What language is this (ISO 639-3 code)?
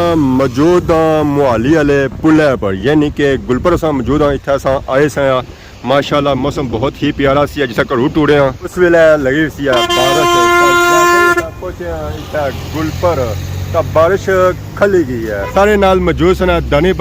phr